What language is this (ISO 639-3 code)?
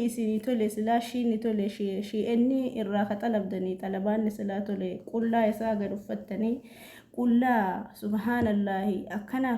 orm